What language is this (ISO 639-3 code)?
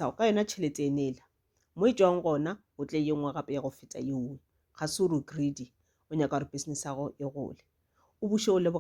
nso